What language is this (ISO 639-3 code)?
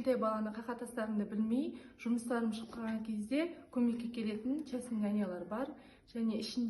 kaz